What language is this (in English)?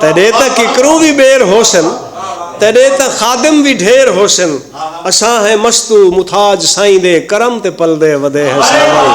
Saraiki